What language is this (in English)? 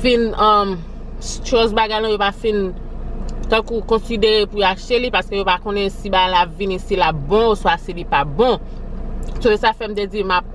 Haitian Creole